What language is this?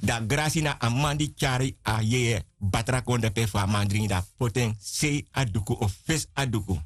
Sranan Tongo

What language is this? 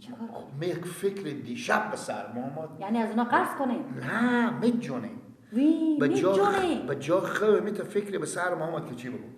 Persian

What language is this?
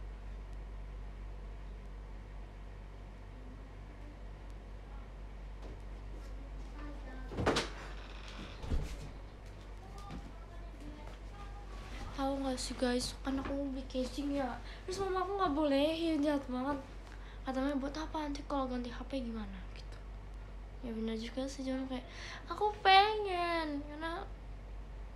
Indonesian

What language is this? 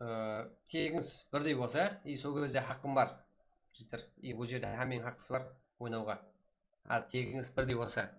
Kara-Kalpak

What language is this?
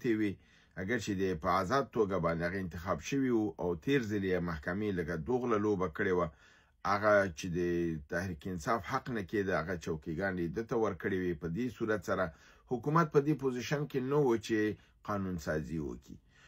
Pashto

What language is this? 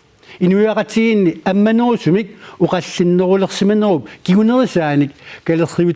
Kalaallisut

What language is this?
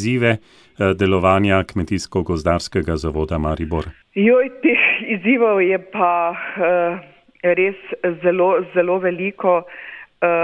Slovenian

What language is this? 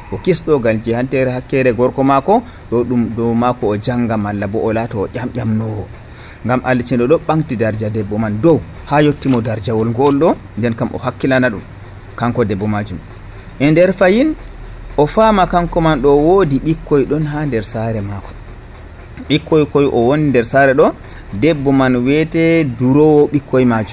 Nigerian Fulfulde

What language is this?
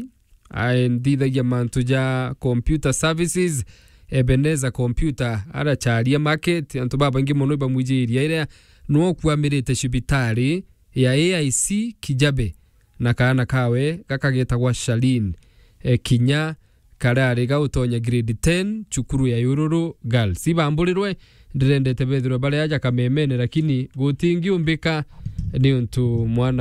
Meru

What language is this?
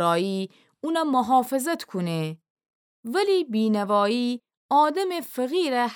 Gilaki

